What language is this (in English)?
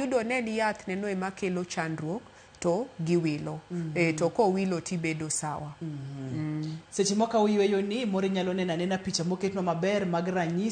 Luo (Kenya and Tanzania)